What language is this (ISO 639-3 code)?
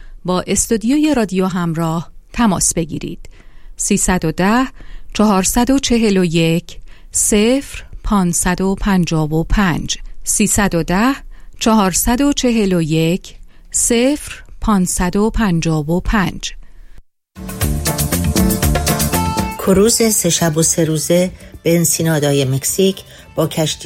fas